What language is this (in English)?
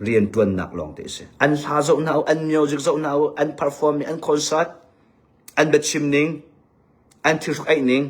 Hakha Chin